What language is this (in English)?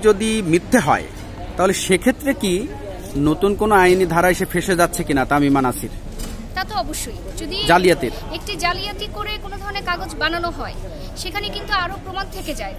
Bangla